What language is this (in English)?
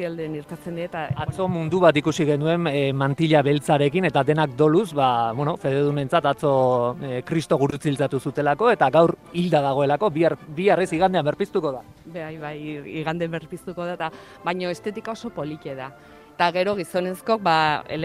Basque